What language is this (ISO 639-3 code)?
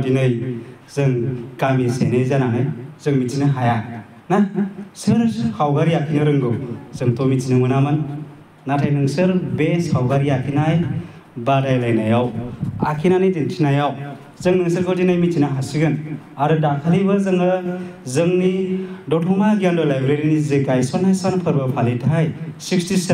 brx